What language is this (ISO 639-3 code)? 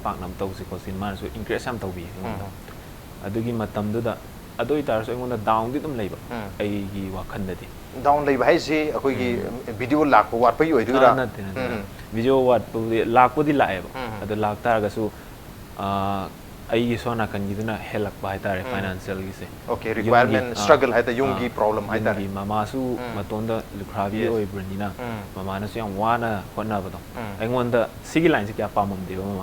mni